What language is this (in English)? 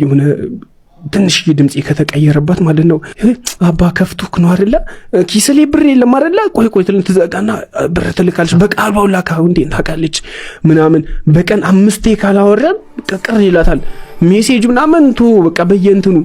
Amharic